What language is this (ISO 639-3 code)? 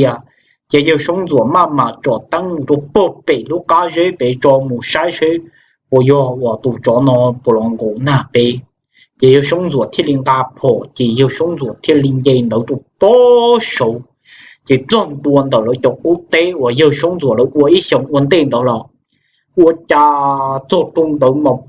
hmn